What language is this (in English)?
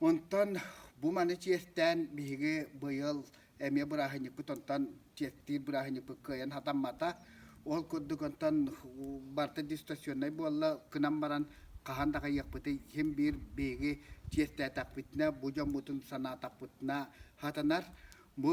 Yakut